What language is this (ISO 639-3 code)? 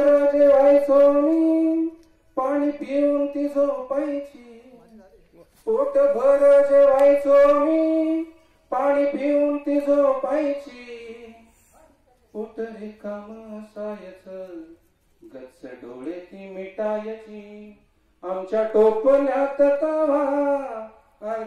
mar